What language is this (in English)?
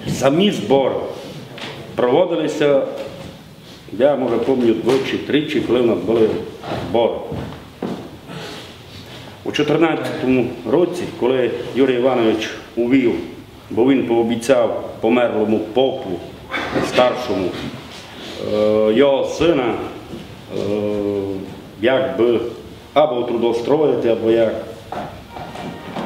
Ukrainian